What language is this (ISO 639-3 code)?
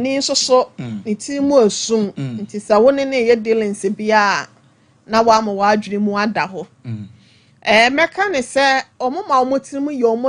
aka